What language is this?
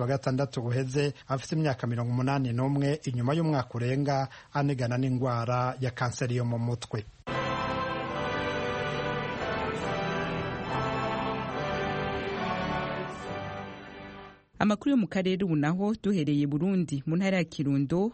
Kinyarwanda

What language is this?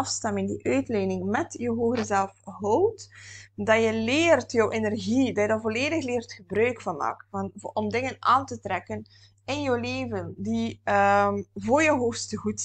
Dutch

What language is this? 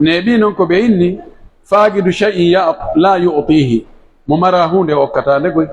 Pular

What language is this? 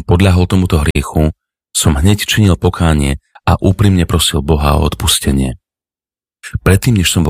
Slovak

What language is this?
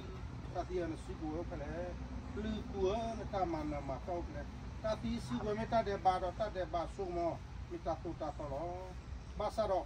S'gaw Karen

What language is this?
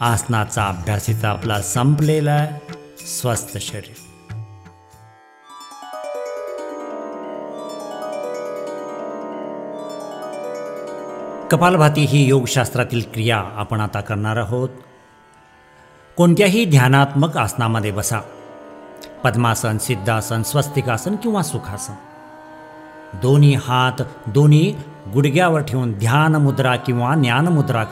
Marathi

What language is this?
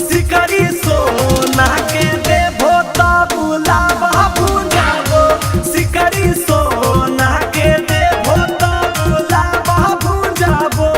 Magahi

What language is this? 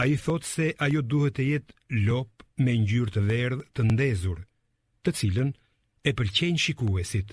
Albanian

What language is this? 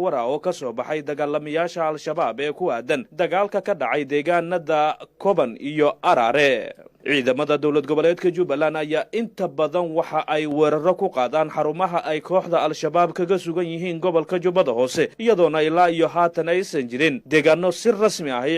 Somali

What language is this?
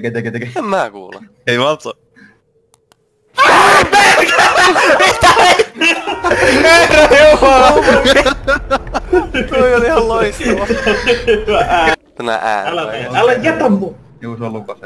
Finnish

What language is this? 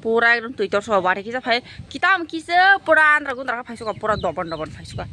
Kok Borok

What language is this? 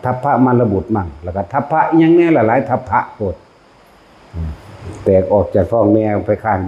Northeastern Thai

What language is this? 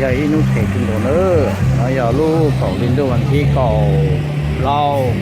Hmong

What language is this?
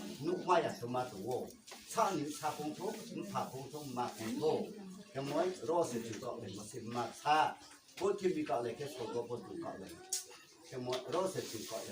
Riang (India)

